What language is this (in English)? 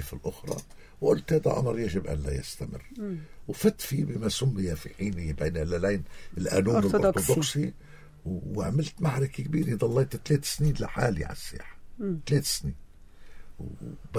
North Levantine Arabic